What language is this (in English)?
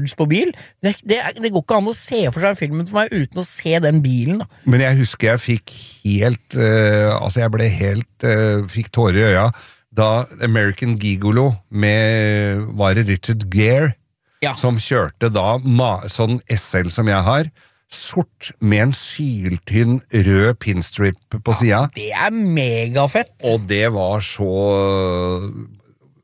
Norwegian